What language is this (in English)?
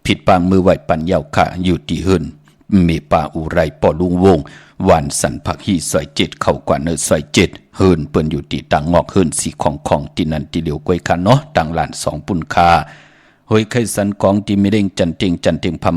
Shan